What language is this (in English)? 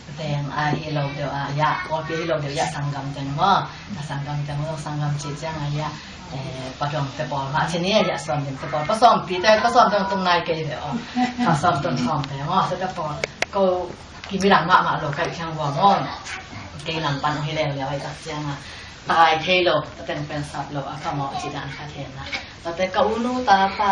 Tedim Chin